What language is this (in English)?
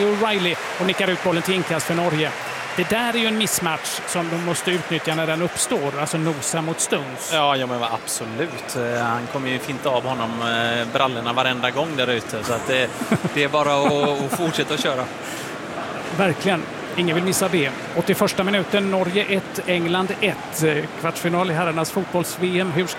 Swedish